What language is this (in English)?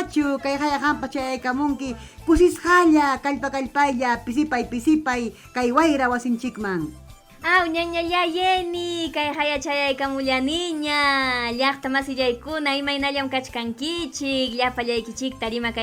Ayacucho Quechua